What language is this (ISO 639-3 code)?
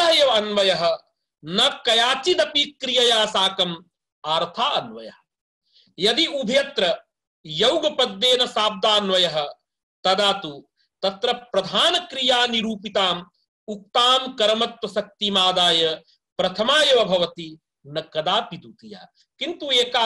san